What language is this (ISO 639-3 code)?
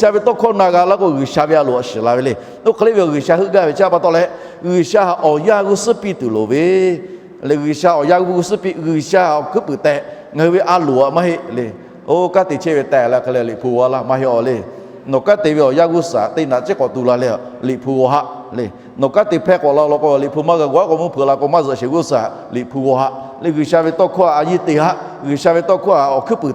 lhu